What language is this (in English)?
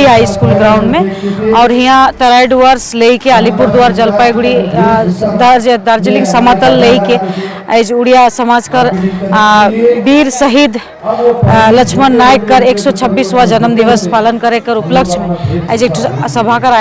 Sadri